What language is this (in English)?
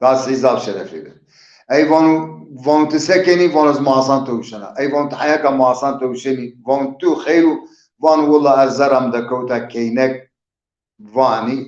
Zaza